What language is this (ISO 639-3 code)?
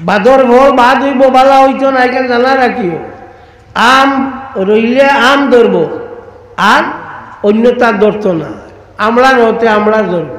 syl